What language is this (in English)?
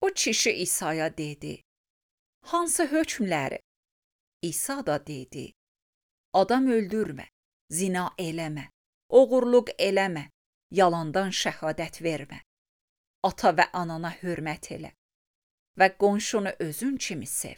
Azerbaijani